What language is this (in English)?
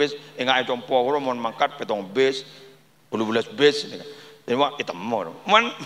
Madurese